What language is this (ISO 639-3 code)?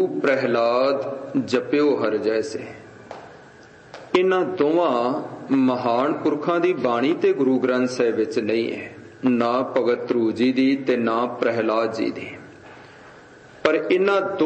pan